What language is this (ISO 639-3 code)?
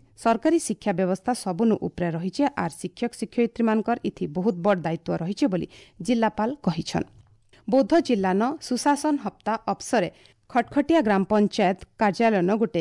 ori